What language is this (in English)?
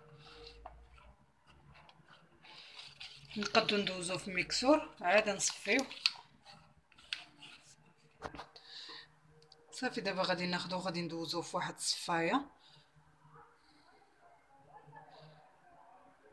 Moroccan Arabic